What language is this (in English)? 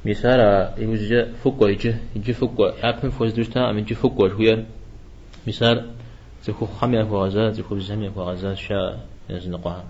Kabardian